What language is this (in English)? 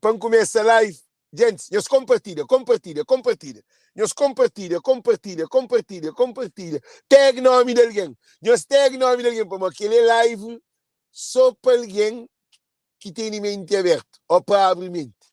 Kabuverdianu